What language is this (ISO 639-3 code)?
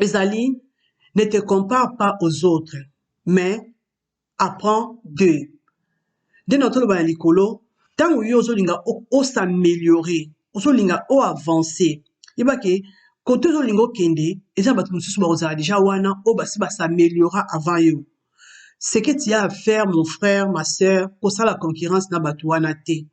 lin